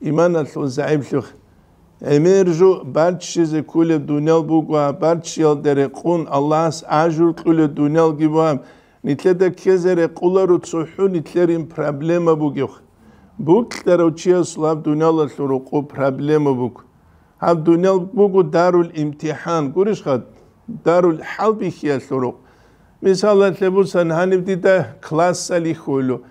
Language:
Avaric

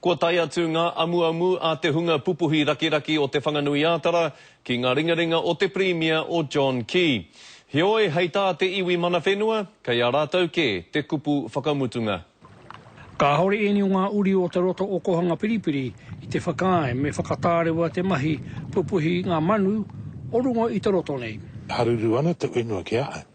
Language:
Māori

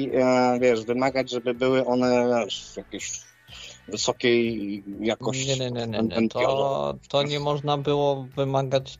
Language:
Polish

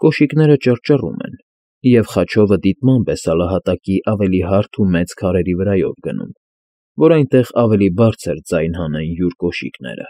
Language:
Armenian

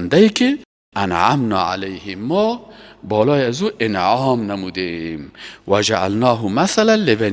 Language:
Persian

